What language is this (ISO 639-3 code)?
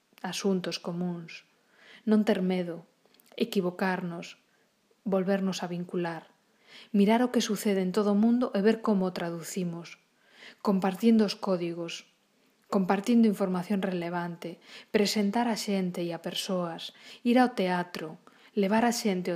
glg